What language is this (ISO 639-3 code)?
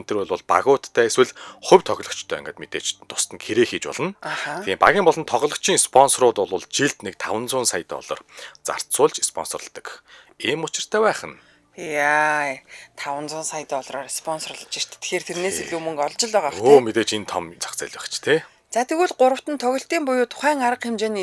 mon